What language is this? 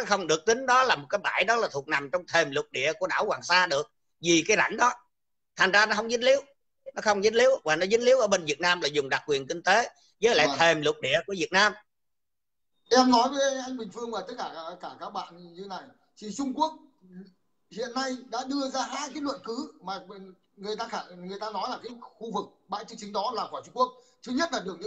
Vietnamese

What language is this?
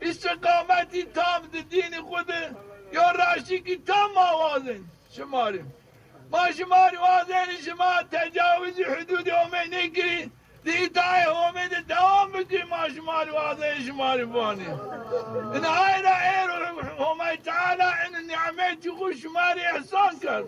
Zaza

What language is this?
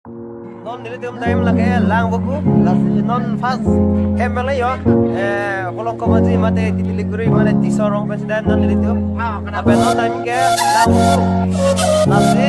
Karbi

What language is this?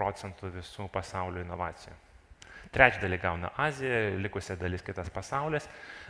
Lithuanian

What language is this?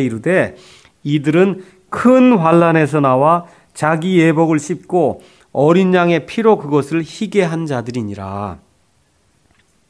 Korean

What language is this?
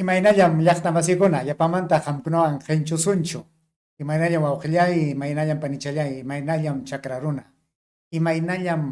Ayacucho Quechua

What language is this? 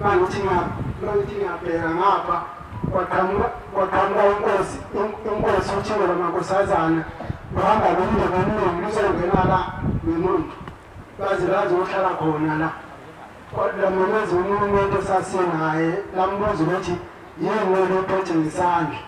Zulu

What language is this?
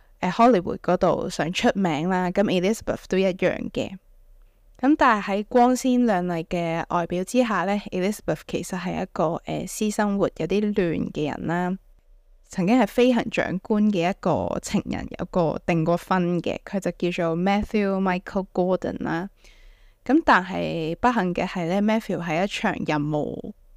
Cantonese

